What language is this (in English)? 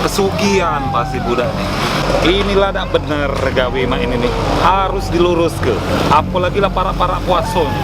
Musi